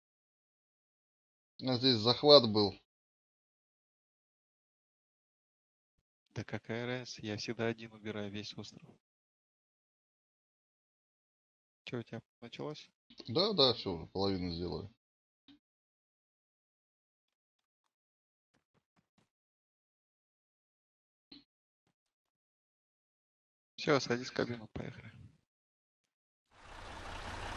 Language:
Russian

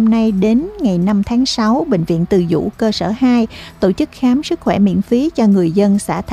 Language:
Vietnamese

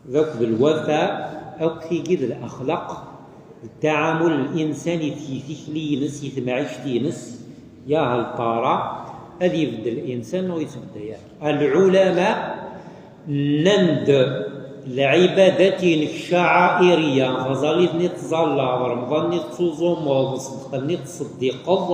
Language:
Kabyle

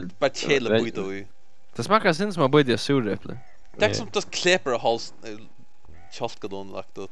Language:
Faroese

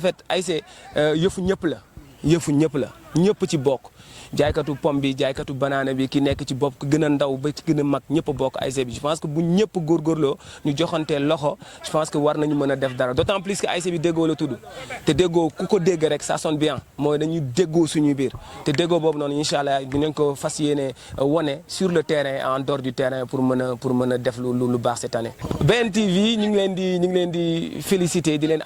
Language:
Wolof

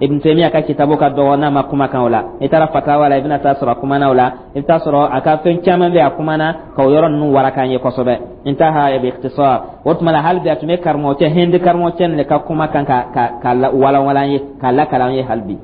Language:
Dyula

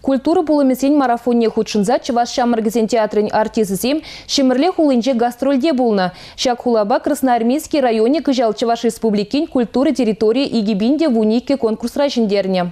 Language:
Chuvash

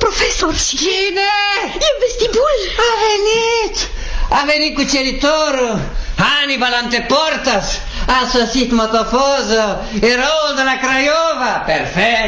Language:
Romanian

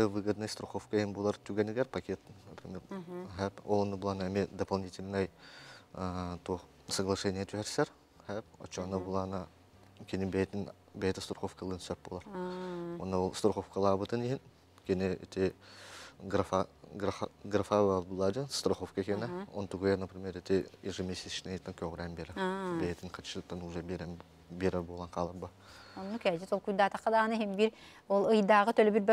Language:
Yakut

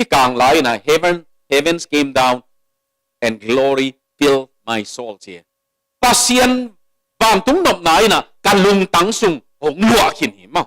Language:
Tedim Chin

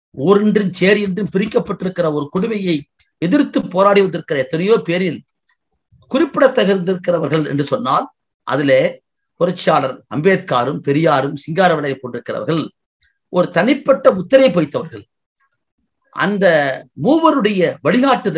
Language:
Tamil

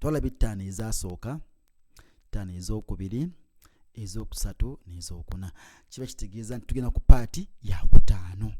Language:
Ganda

